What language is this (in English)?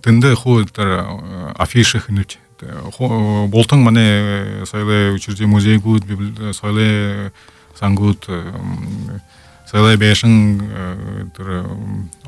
Buriat